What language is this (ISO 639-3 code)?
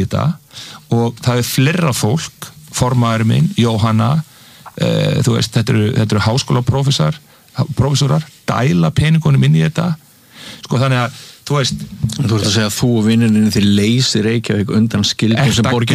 isl